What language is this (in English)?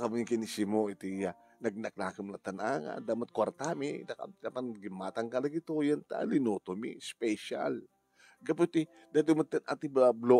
Iloko